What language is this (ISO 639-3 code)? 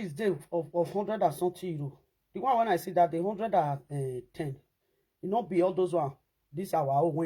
pcm